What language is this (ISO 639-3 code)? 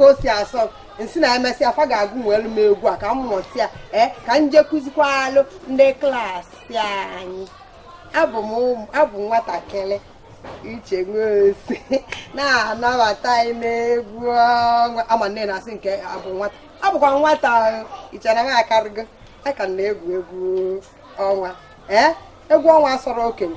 ibo